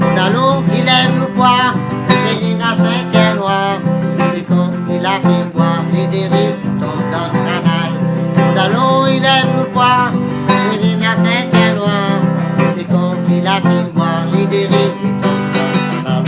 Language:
Réunion Creole French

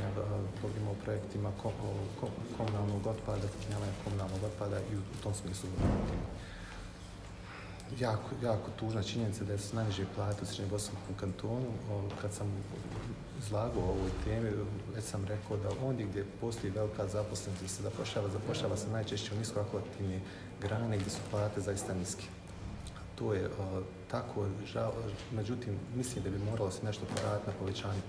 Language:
Bosnian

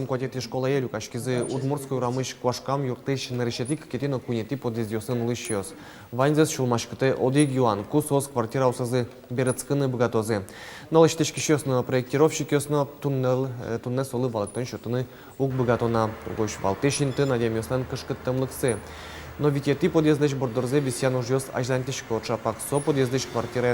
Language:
Udmurt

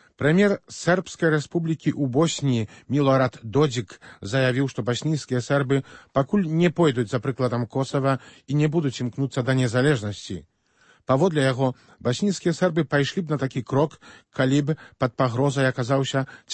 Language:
Belarusian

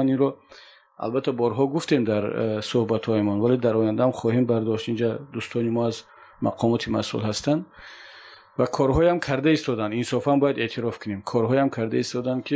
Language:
Tajik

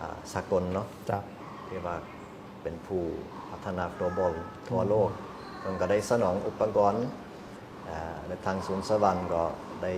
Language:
Lao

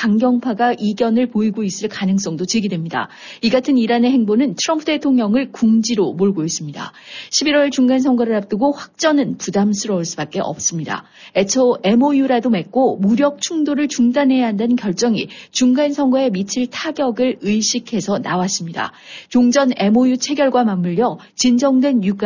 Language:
Korean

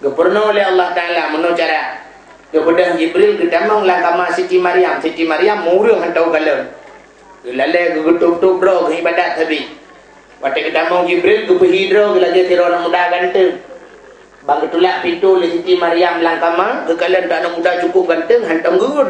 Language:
Achinese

